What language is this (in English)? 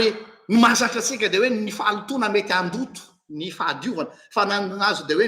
Malagasy